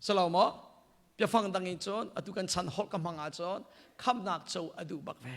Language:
Hakha Chin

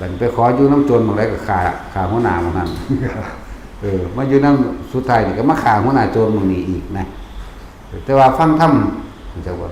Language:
Lao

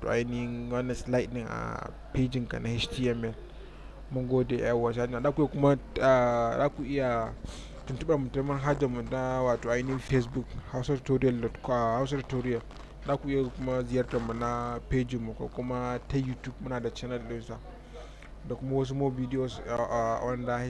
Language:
Hausa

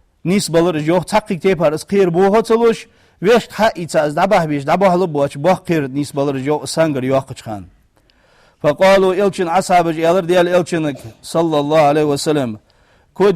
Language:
Ingush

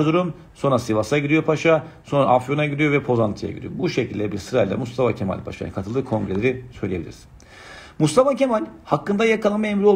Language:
Turkish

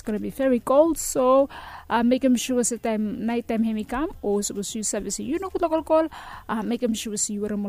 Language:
Bislama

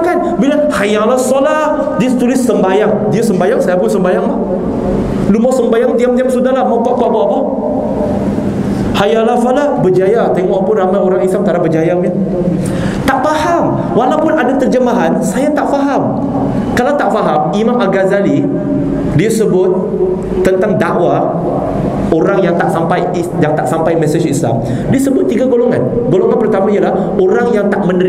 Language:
Malay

